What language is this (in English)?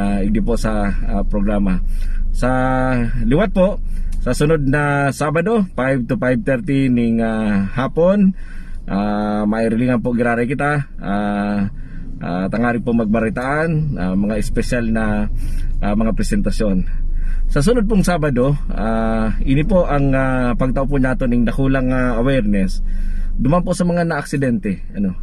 Bikol